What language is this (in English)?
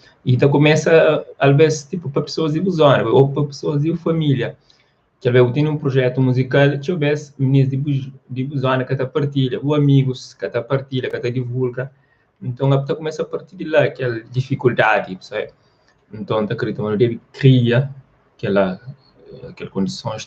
Kabuverdianu